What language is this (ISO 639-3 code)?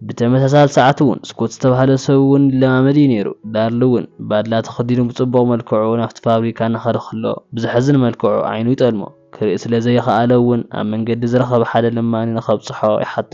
tir